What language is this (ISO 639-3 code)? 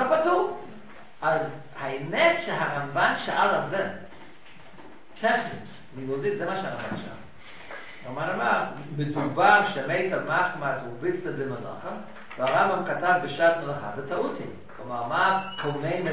heb